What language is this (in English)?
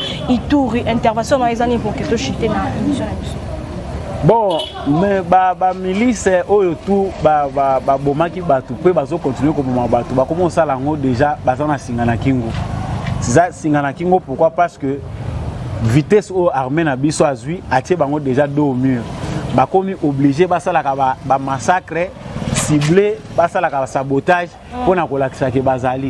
Lingala